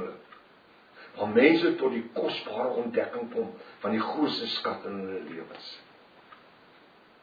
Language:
Afrikaans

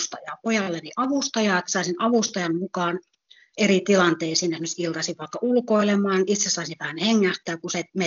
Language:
Finnish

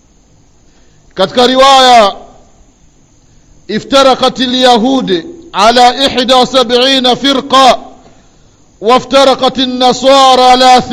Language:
Swahili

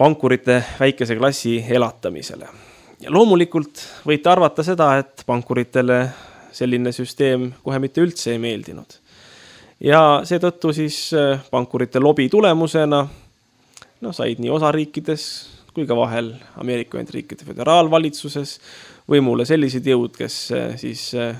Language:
Estonian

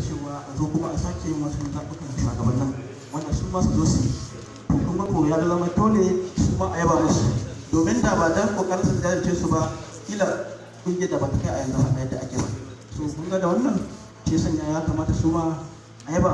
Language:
Hausa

